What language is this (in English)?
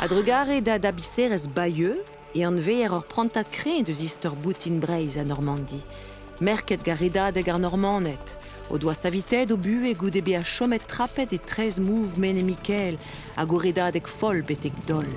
Breton